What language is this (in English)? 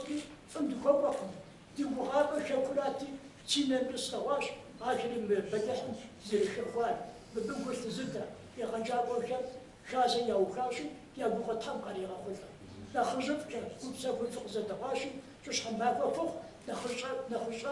Kabardian